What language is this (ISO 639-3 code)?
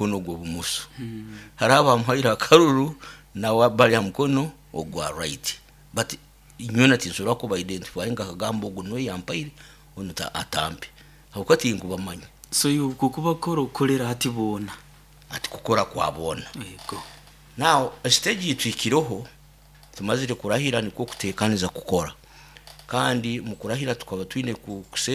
nyo